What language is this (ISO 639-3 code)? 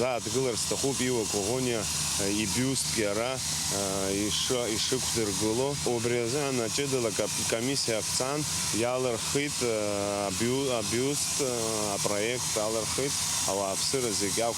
abk